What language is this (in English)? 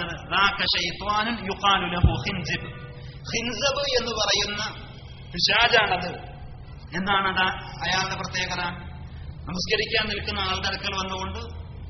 Malayalam